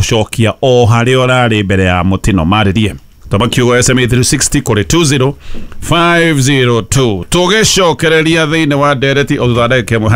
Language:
Kikuyu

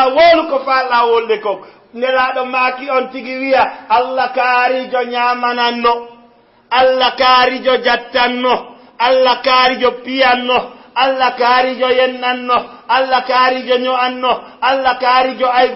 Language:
Fula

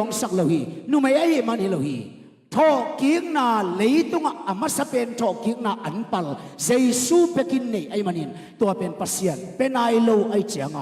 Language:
Tedim Chin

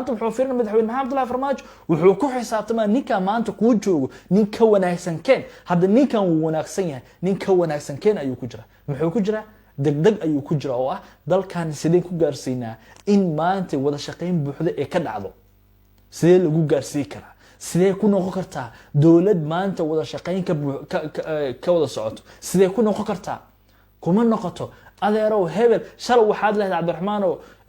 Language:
Somali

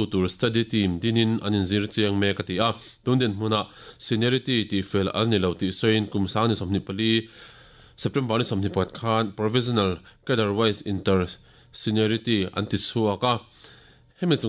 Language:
Mizo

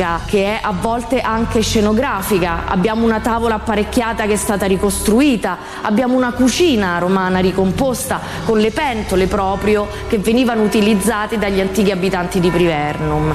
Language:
Italian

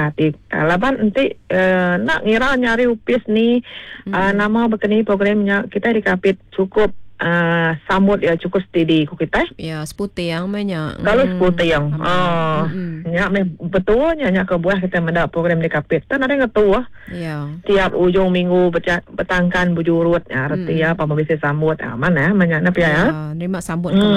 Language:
Iban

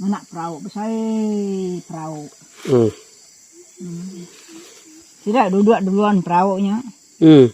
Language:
Iban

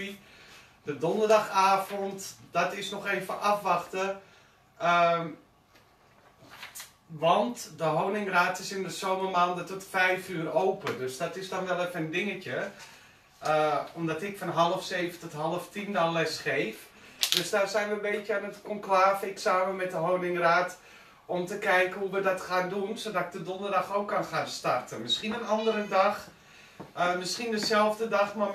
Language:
Dutch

